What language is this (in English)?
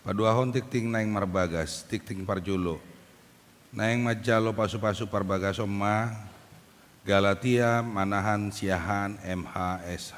Batak Toba